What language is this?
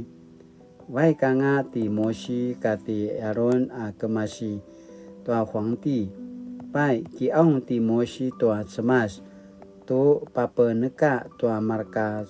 Paiwan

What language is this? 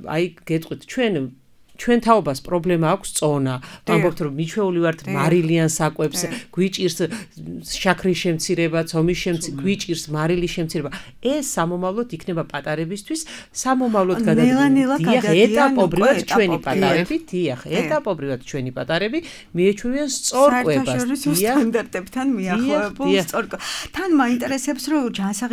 Georgian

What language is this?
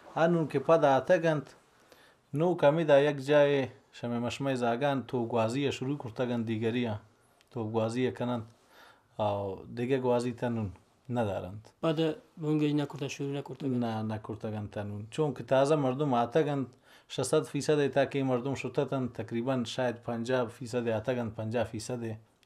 Baluchi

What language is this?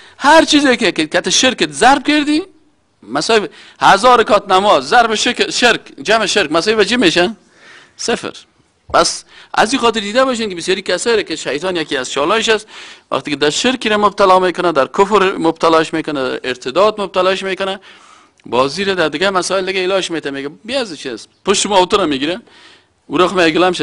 Persian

